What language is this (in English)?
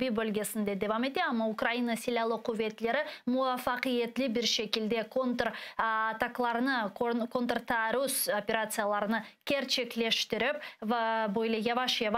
Crimean Tatar